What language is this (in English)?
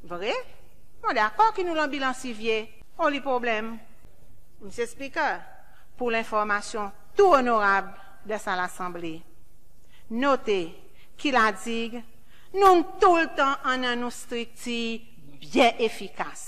Seselwa Creole French